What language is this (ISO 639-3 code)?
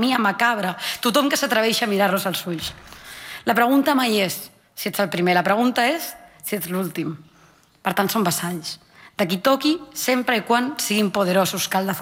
cat